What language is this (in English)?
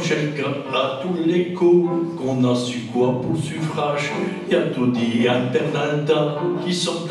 Picard